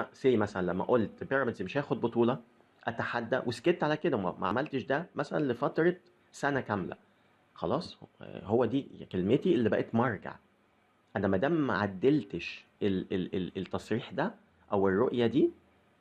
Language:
Egyptian Arabic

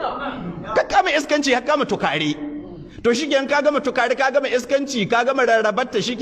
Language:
Hausa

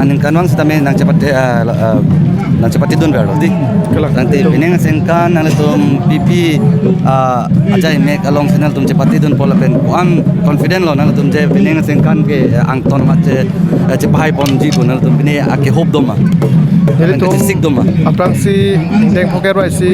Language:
Karbi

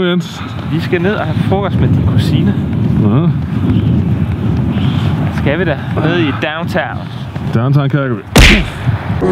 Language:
Danish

